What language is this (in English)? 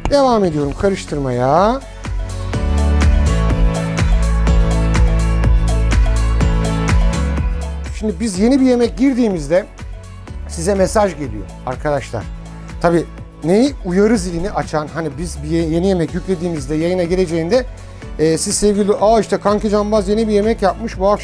Turkish